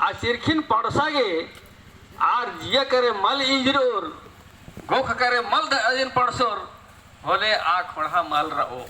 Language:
Kurukh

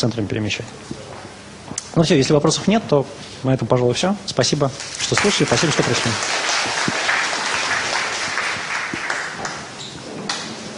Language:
Russian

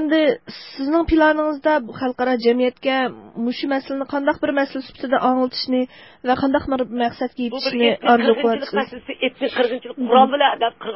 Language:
Uyghur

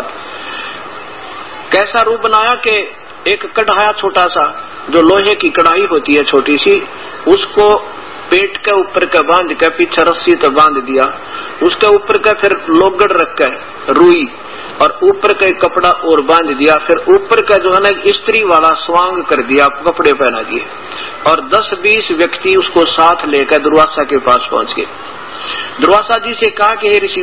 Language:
Hindi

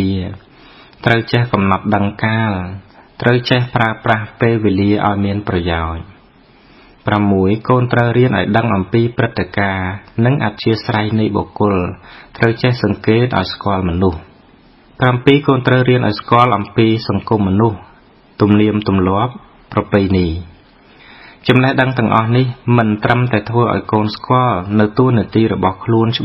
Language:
Khmer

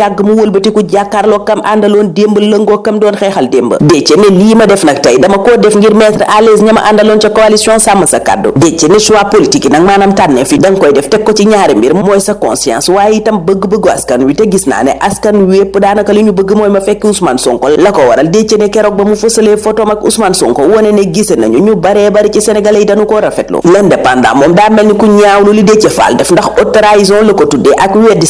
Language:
Wolof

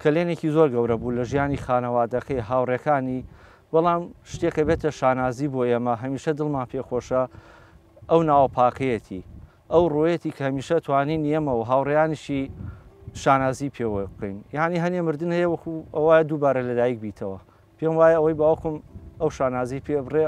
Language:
Central Kurdish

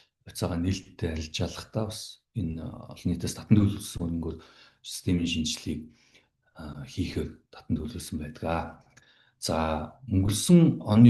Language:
Mongolian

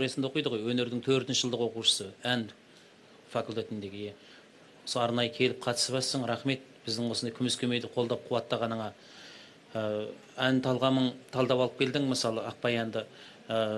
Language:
Kazakh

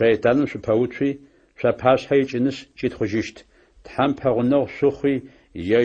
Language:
Adyghe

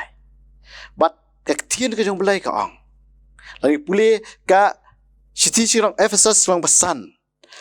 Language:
Khasi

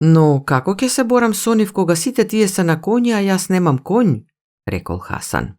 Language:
Macedonian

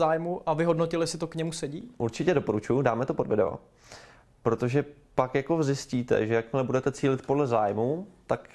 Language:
Czech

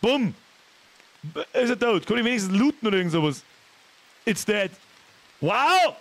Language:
Bavarian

